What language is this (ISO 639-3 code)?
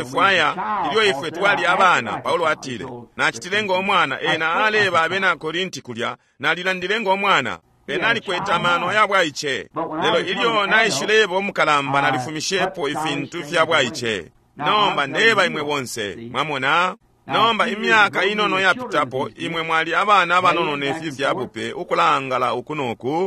bem